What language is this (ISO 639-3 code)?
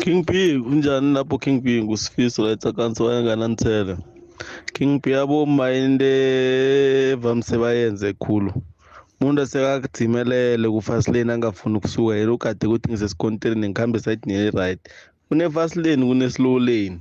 nbl